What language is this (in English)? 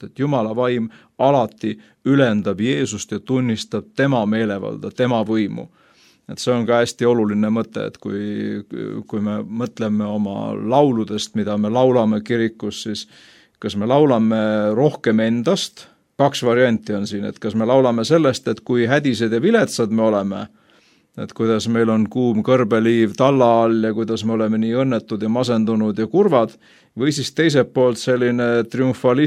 Estonian